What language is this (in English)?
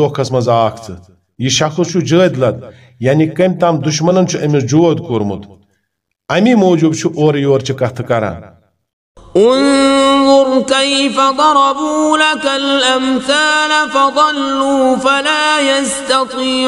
Kashmiri